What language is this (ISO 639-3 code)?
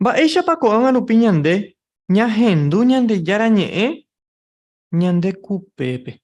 grn